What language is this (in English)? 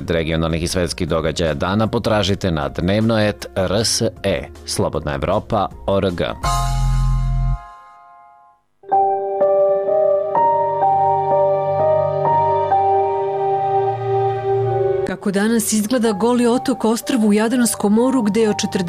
Serbian